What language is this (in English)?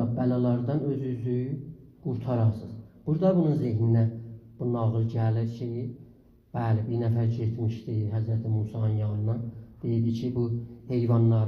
South Azerbaijani